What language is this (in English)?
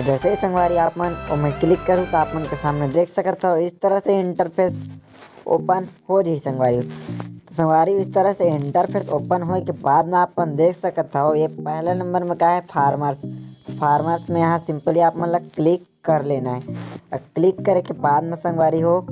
Chhattisgarhi